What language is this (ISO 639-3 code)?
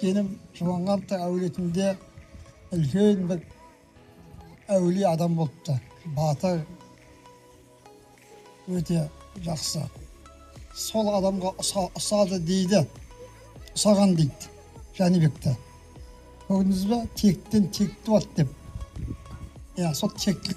kaz